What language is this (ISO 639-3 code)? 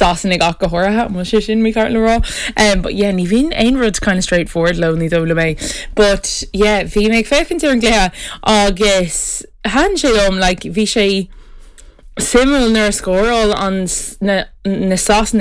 gle